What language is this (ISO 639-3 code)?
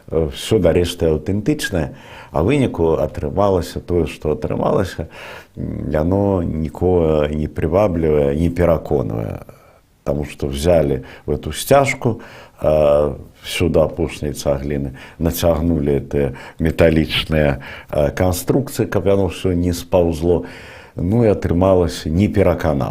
bel